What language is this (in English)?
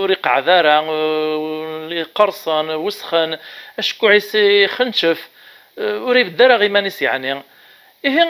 Kabyle